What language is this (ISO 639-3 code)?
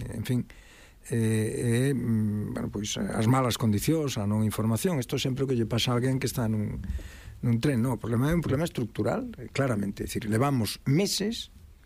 glg